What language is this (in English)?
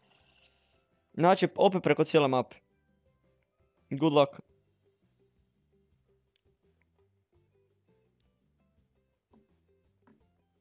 Croatian